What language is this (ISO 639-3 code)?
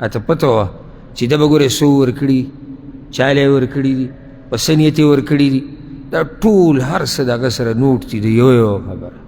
pus